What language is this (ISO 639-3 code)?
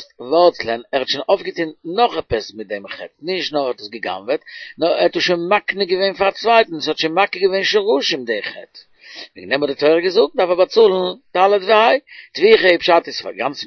yid